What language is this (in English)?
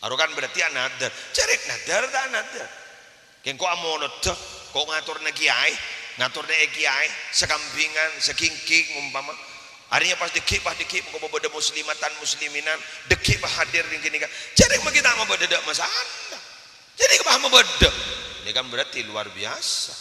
Madurese